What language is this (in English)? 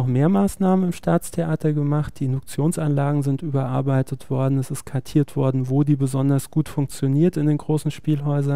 German